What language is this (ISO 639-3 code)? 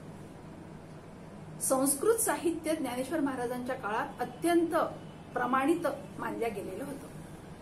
mar